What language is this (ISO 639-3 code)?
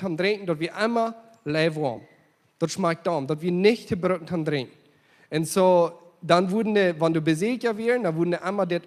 pdt